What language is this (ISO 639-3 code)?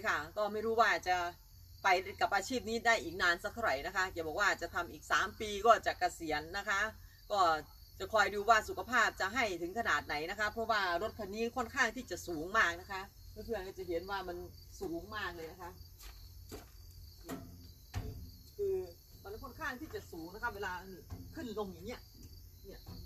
tha